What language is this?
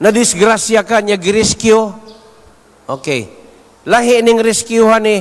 Cebuano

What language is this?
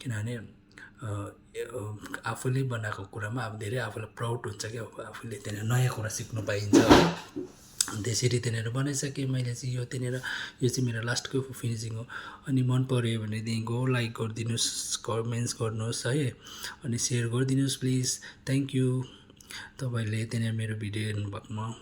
Nepali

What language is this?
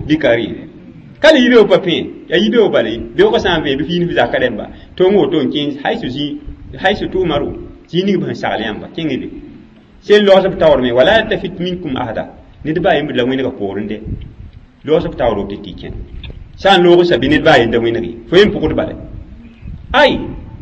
Mossi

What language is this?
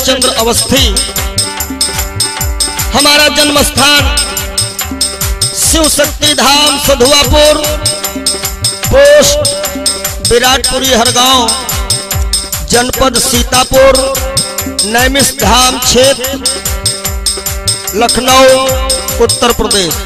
Hindi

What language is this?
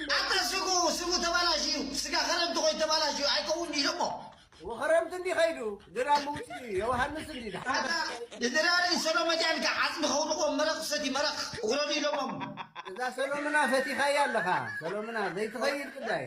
Tigrinya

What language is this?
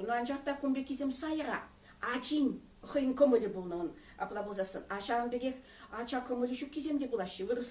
Chuvash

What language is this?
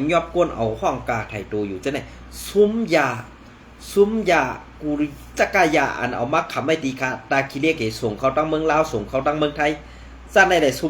Shan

